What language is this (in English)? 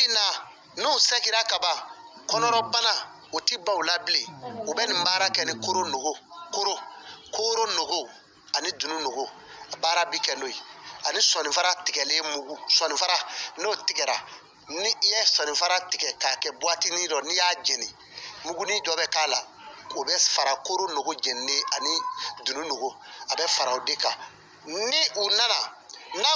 Bambara